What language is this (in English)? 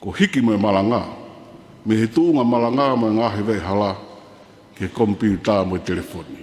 Tongan